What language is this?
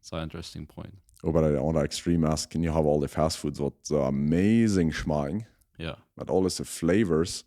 Plautdietsch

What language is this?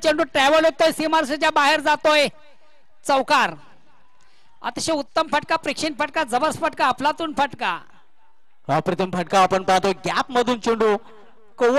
Marathi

